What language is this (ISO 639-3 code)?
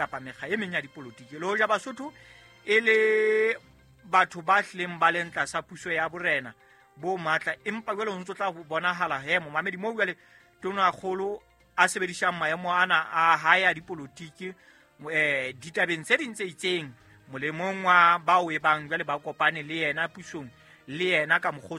sot